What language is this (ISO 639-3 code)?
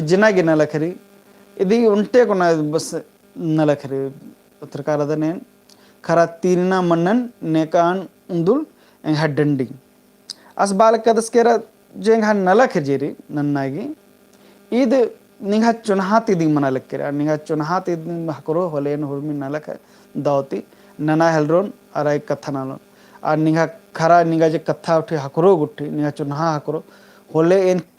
kru